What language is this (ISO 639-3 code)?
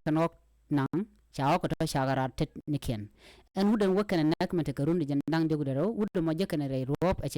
nus